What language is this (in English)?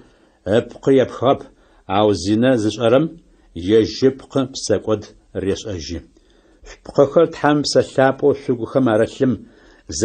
Adyghe